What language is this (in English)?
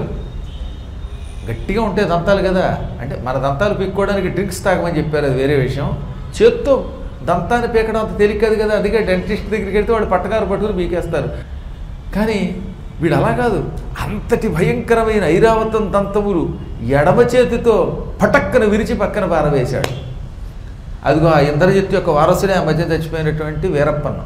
Telugu